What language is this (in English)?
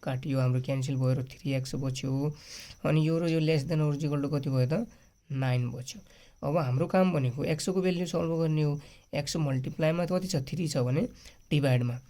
Nepali